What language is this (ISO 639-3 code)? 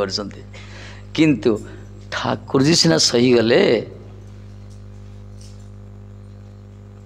ori